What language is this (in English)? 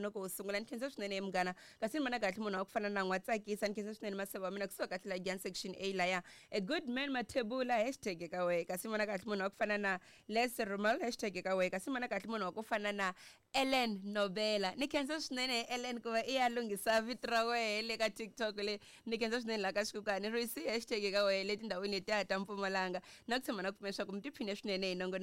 Tsonga